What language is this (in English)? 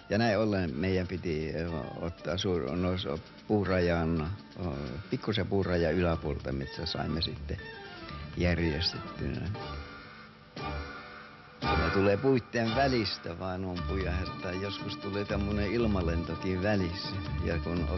Finnish